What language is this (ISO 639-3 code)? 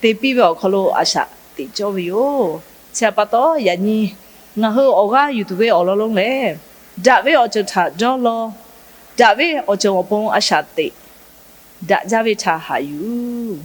lhu